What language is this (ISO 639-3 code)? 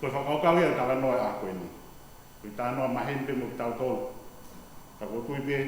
ton